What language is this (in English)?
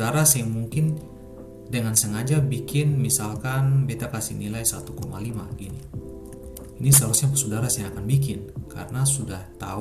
Ambonese Malay